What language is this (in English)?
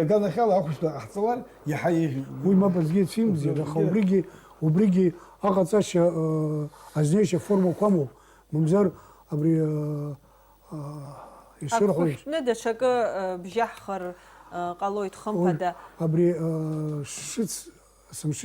Abkhazian